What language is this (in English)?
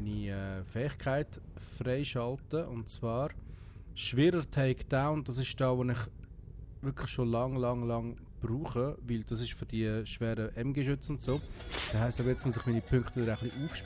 Swiss German